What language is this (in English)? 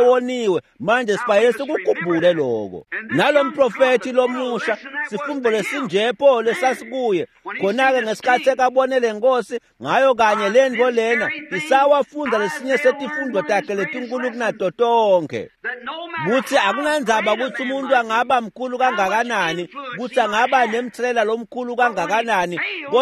Swati